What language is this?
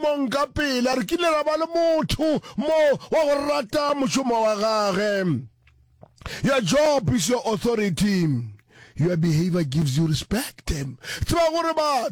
Northern Sotho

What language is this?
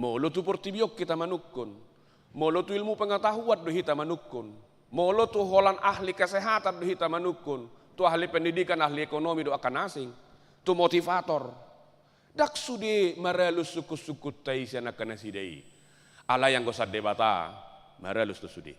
Batak Toba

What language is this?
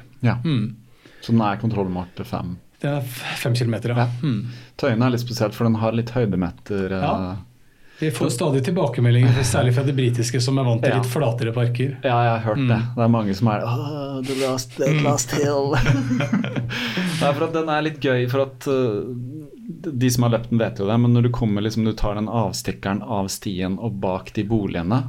Norwegian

